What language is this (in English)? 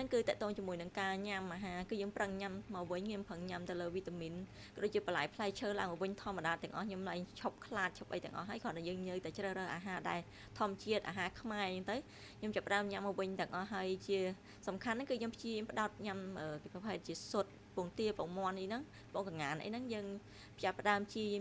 Khmer